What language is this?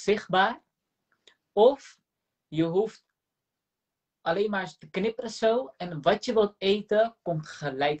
Dutch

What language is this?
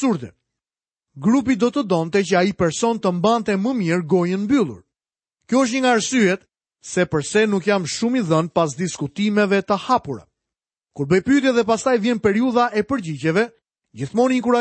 Albanian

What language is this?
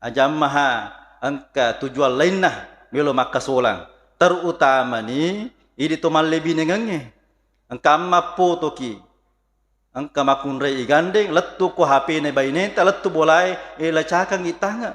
Buginese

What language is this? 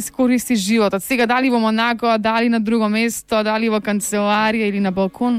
Macedonian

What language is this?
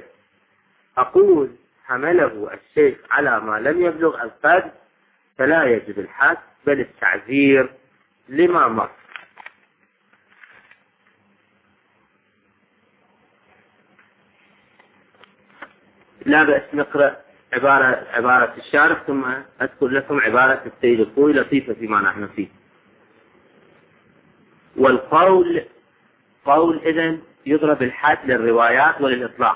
Arabic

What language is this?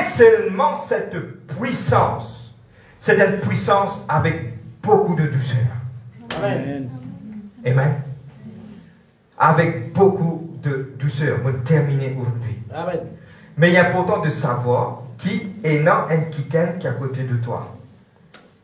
French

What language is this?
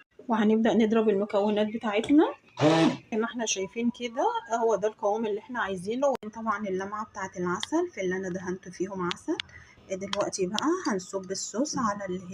Egyptian Arabic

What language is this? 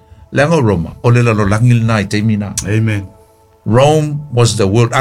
Samoan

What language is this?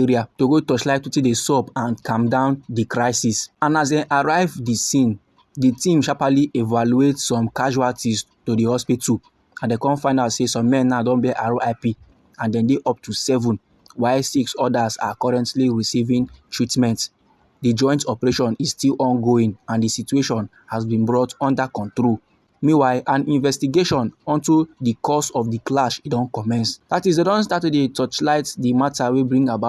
Nigerian Pidgin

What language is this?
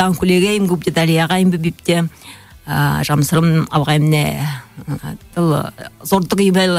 Buriat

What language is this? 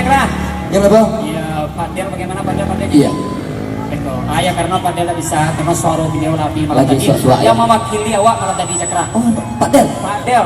Minangkabau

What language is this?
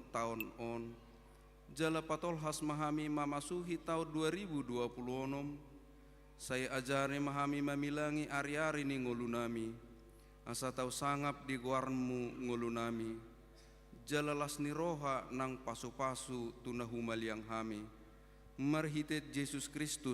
Batak Toba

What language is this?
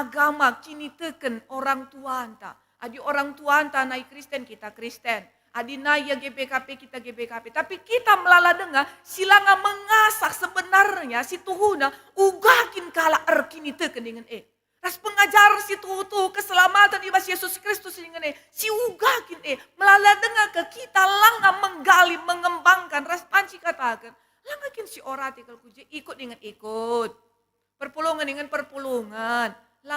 Batak Karo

